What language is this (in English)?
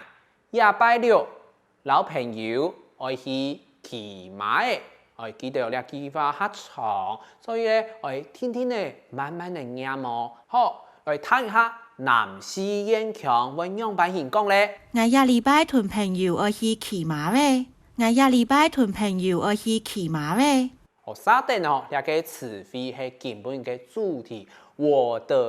Hakka Chinese